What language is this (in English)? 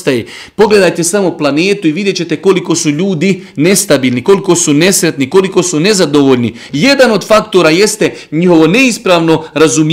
Bosnian